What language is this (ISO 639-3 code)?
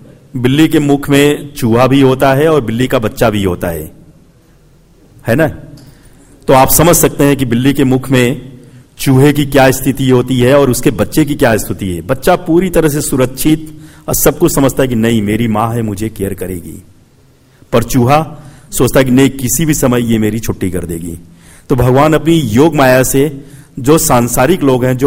hin